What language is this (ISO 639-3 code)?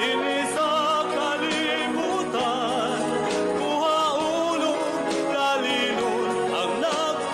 ceb